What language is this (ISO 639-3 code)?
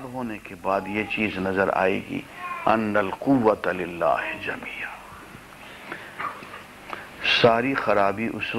urd